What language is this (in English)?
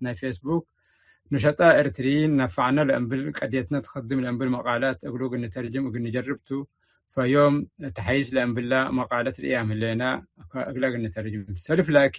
Tigre